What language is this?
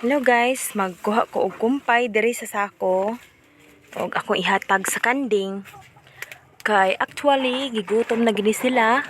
Cebuano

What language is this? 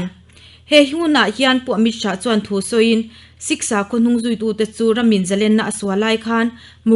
Mizo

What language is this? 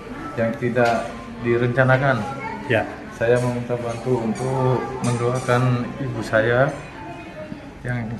Indonesian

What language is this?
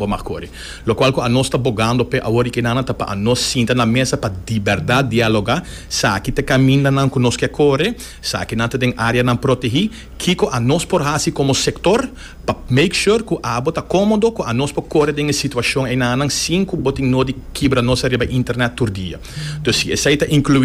Papiamento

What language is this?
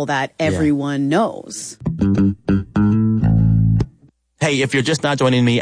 English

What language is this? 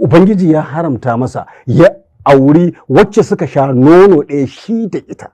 Hausa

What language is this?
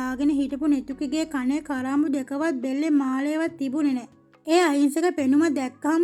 Sinhala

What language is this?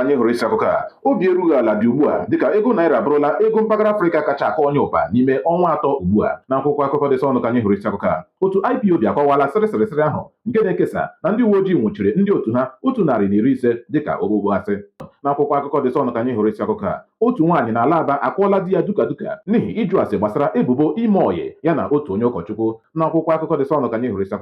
Igbo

